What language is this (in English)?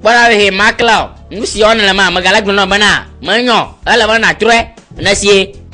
Gen